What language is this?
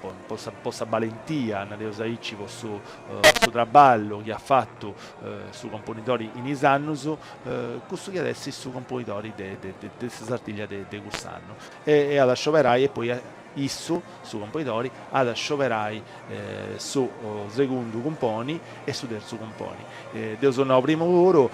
Sardinian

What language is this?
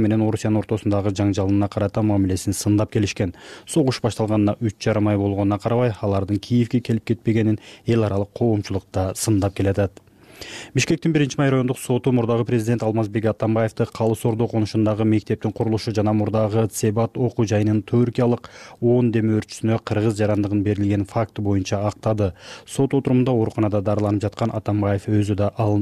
Kyrgyz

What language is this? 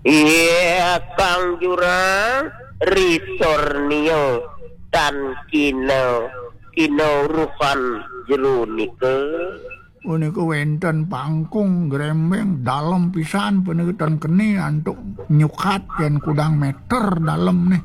Balinese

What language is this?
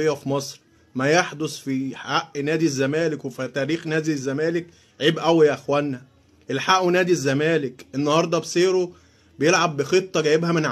Egyptian Arabic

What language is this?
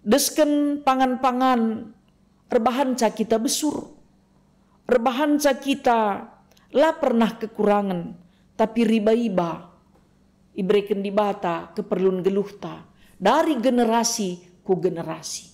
Batak Karo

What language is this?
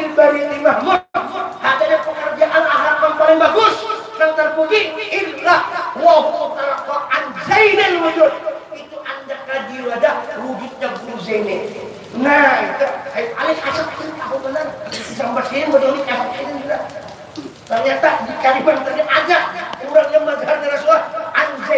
Banjar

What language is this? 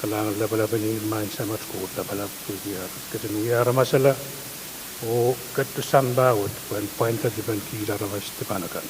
Pohnpeian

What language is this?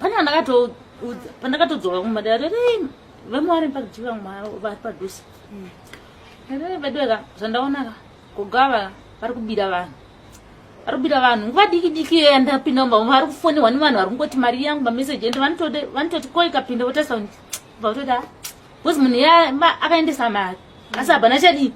Shona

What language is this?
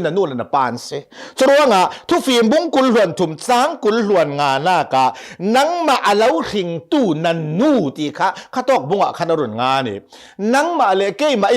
Hakha Chin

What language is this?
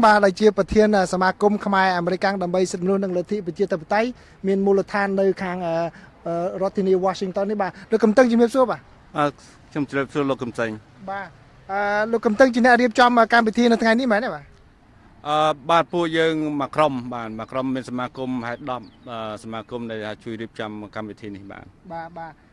Khmer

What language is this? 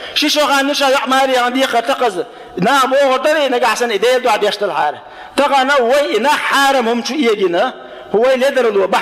Chechen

